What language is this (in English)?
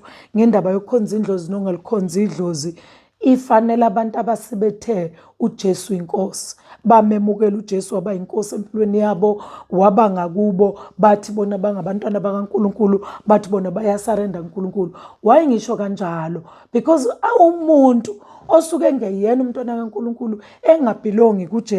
Zulu